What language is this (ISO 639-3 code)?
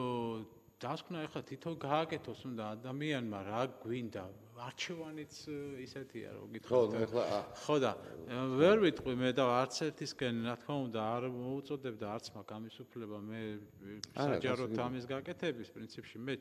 kat